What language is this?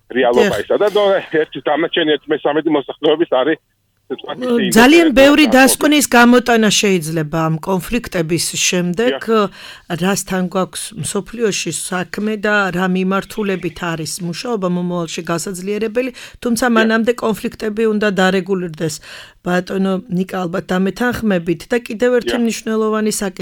Georgian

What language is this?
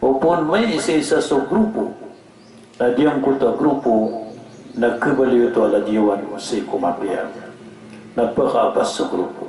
Maranao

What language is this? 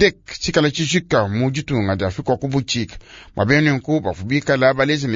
Luba-Lulua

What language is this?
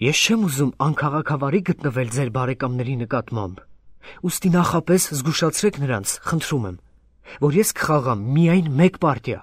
Armenian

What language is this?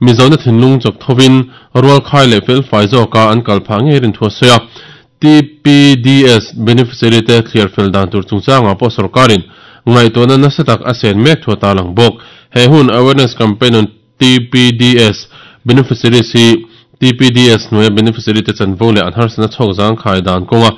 Mizo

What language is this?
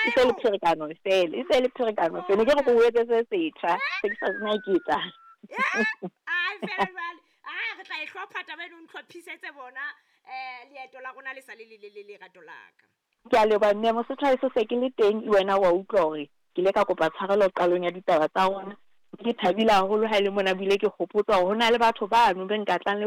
Southern Sotho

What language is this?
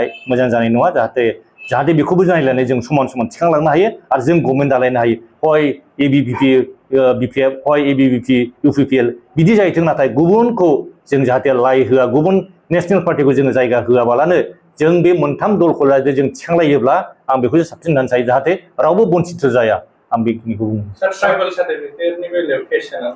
Bodo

